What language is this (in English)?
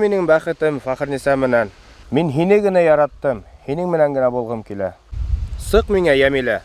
Bashkir